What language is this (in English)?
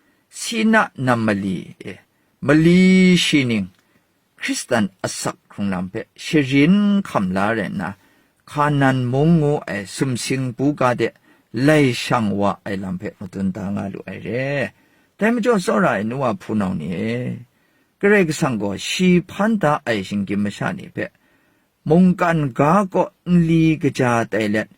Kachin